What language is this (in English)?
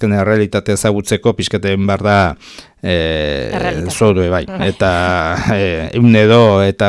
Basque